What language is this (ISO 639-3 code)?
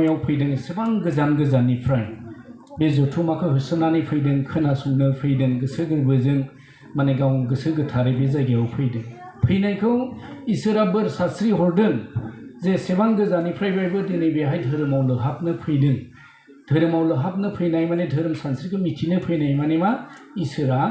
brx